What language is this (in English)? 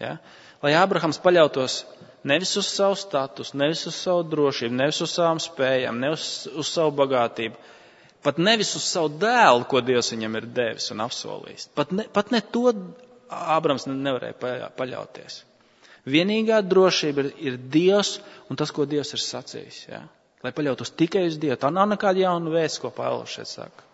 Latvian